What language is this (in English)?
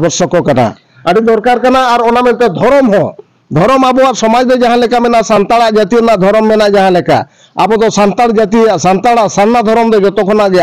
Santali